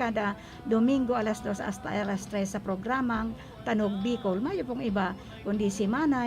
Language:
Bikol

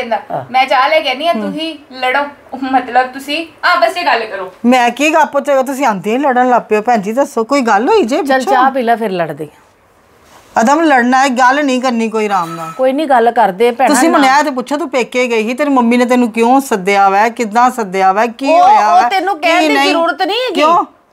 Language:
Punjabi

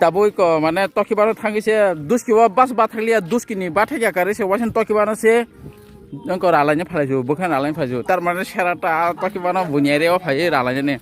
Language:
Kok Borok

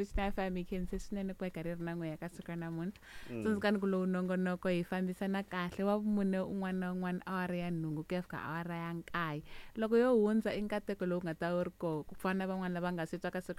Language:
Tsonga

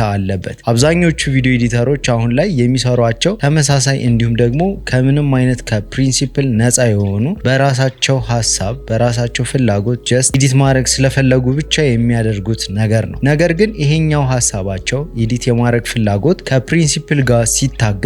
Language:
Amharic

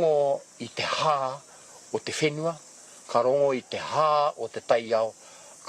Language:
Māori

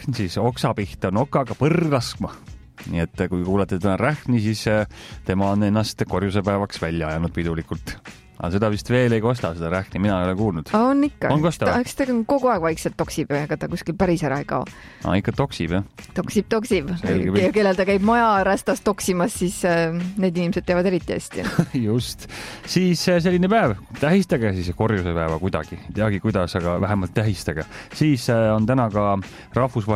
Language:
Estonian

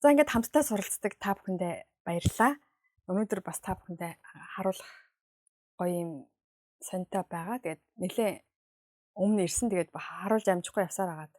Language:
Mongolian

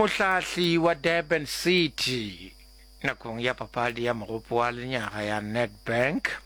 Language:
Northern Sotho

